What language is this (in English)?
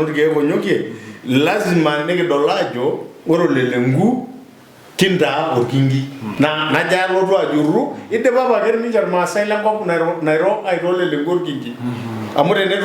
Masai